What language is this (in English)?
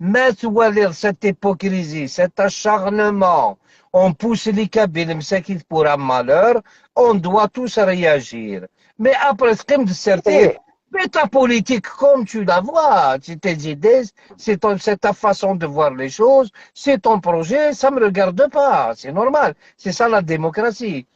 Algerian Arabic